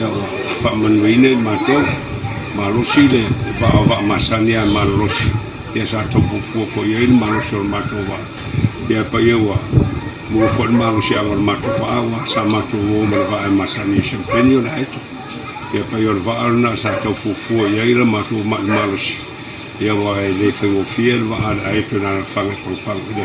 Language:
Samoan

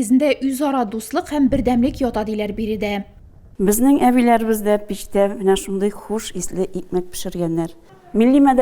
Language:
Tatar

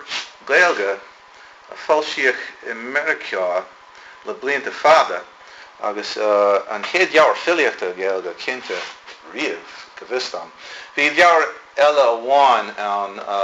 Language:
Irish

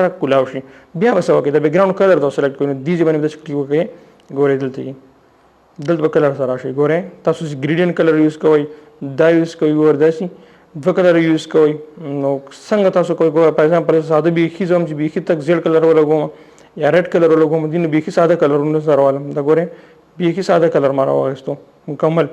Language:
Pashto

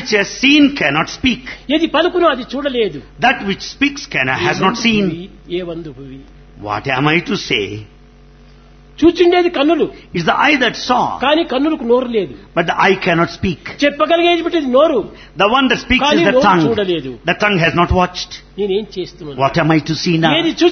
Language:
Telugu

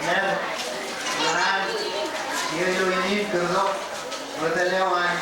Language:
Marshallese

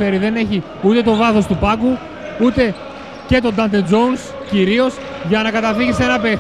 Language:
Greek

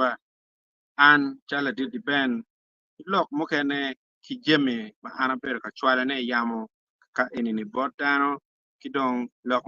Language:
Acoli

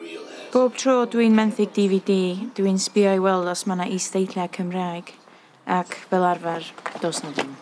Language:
Welsh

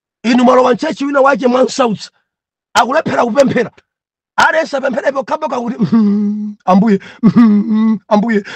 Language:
Nyanja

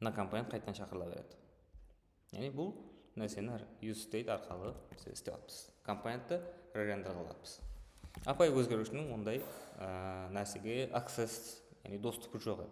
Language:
Kara-Kalpak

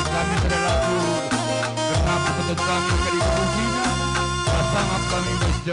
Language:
Batak Karo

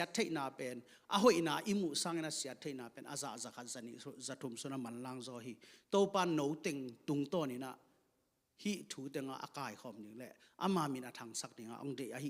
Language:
Tedim Chin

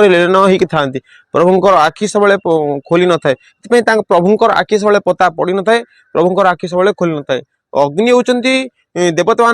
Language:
Odia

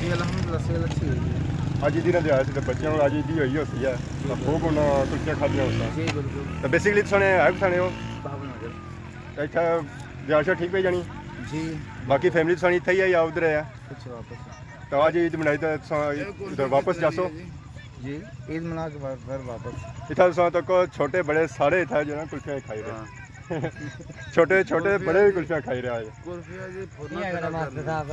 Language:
Pahari-Potwari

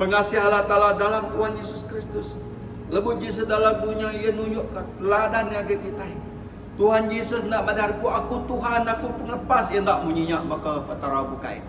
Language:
Iban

